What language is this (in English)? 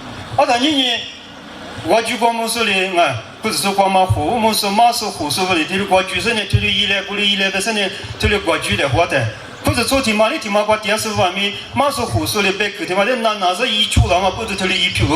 Lisu